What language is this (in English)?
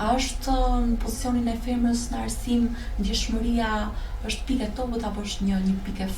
Albanian